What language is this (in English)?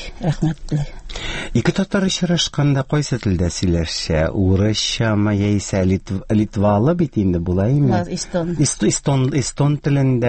Tatar